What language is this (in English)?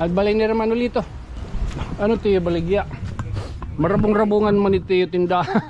Waray